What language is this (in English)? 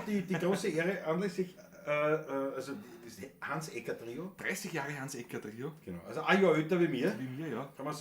Bavarian